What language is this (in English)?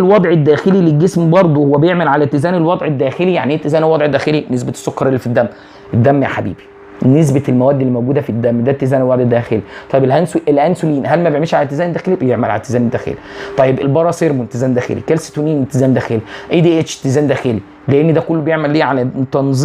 Egyptian Arabic